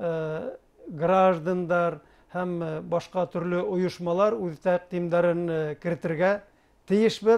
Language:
Bashkir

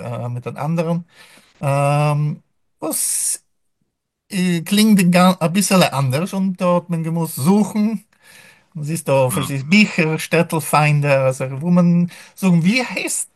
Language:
Yiddish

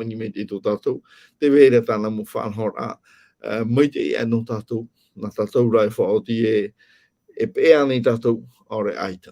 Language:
Tahitian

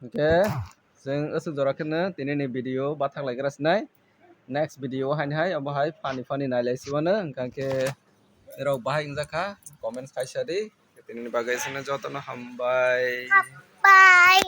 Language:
Kok Borok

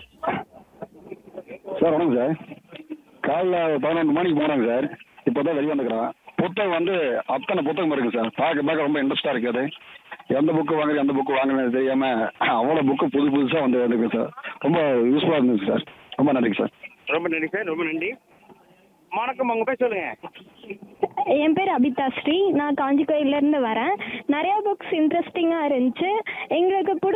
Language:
Tamil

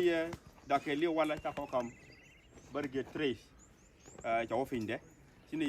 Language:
Nuer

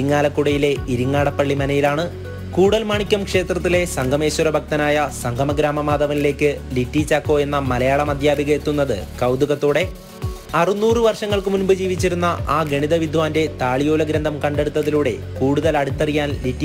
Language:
Malayalam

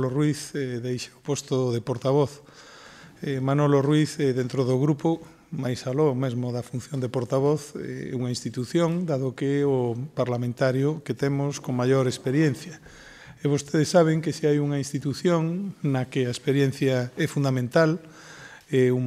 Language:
Galician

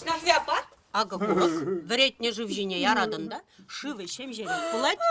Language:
Chuvash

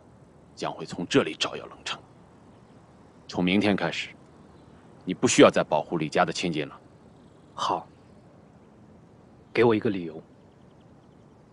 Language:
Chinese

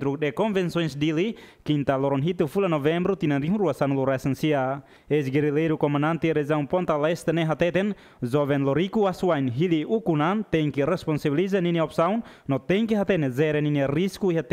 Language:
Tetum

